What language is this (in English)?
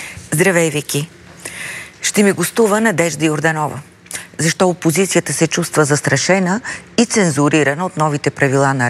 Bulgarian